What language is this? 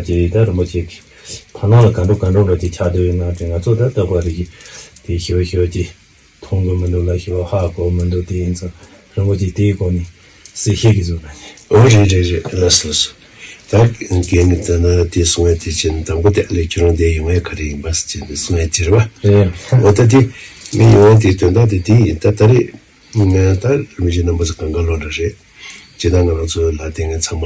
Tibetan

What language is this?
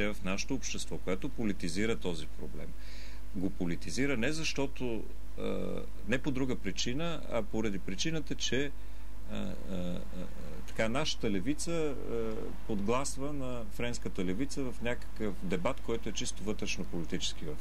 Bulgarian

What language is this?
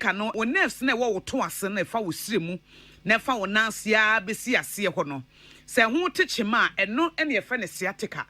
Akan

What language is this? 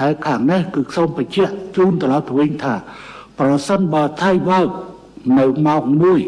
Khmer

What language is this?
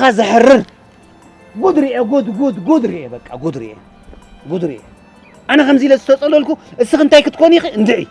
Tigrinya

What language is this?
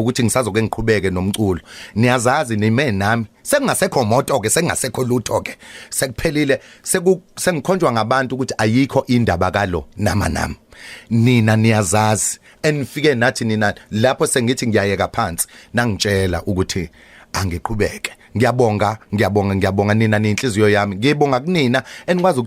Zulu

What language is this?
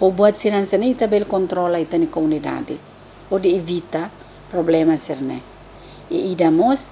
Tetum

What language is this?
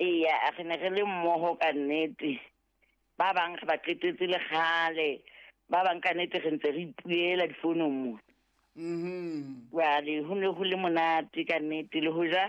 Southern Sotho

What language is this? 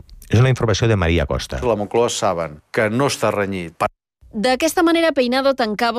Catalan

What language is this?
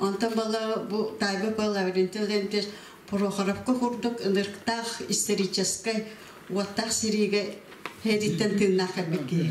Yakut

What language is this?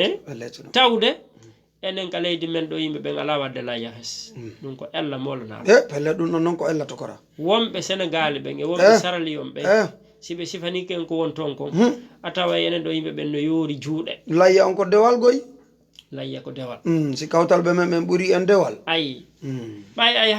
Fula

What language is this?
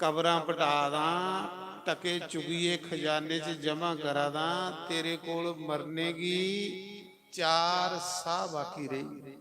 Dogri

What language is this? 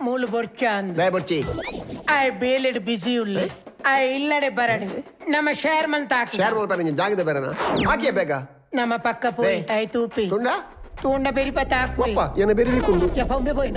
Tulu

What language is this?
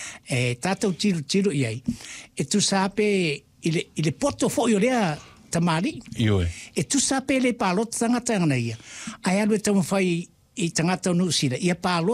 Samoan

